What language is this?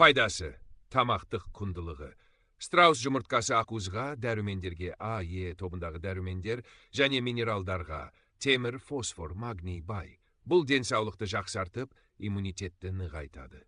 Kazakh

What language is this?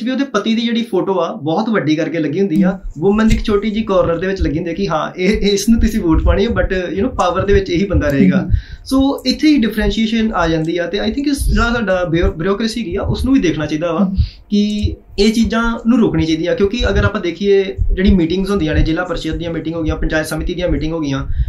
Punjabi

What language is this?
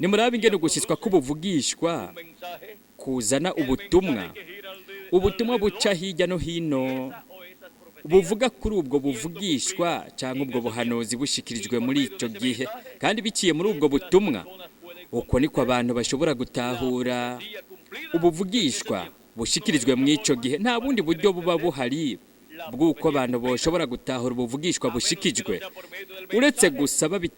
Rundi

